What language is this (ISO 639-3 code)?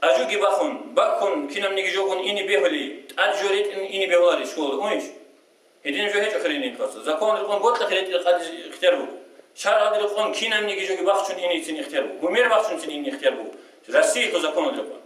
ava